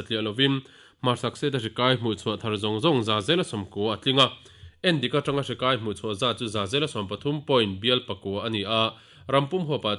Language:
Mizo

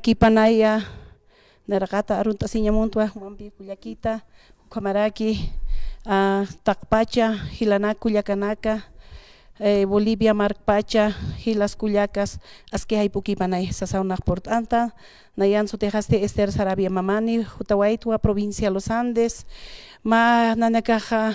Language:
Aymara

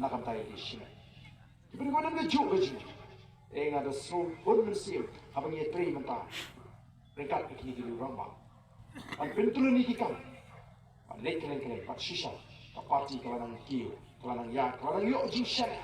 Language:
Khasi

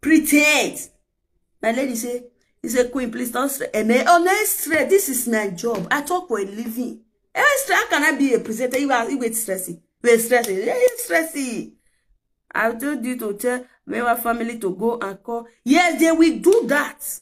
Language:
Nigerian Pidgin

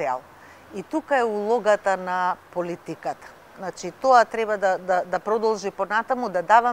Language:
Macedonian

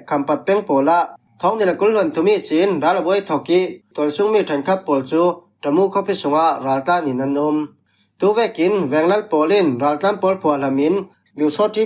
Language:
Falam Chin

